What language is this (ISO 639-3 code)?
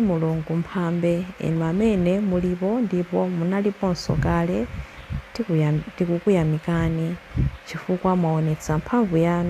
nya